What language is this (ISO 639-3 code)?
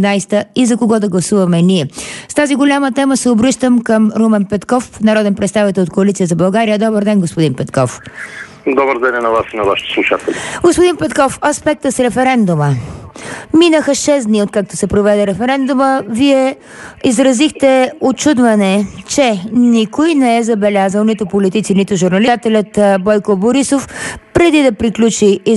bul